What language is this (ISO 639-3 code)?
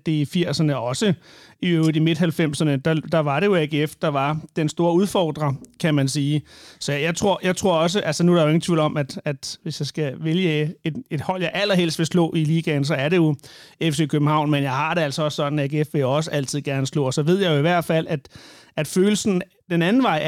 dan